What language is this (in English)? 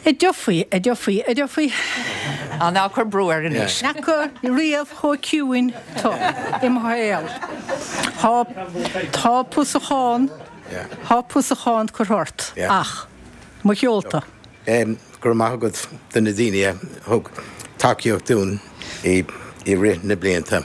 Irish